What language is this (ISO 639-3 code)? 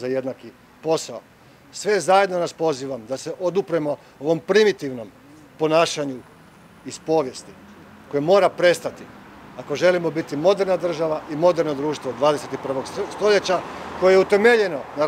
hrv